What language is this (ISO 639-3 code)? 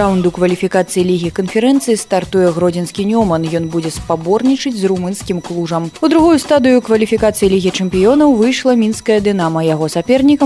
bel